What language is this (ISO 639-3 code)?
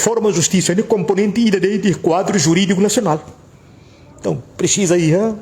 tet